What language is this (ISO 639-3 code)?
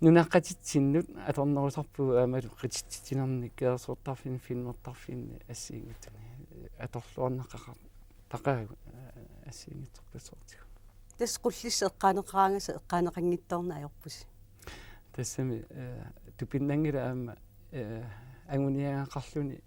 kal